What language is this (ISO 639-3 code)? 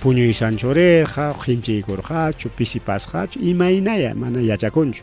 quy